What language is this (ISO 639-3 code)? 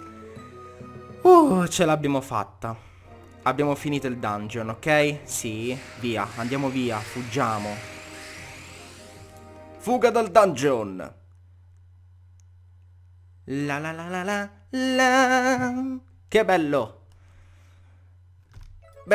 ita